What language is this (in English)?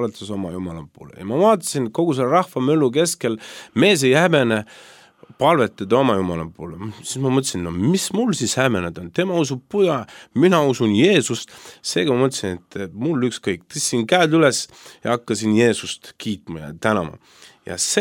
Estonian